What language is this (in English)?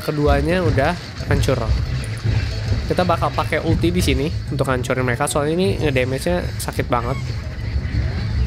Indonesian